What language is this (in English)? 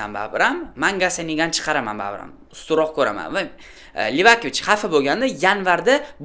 Uzbek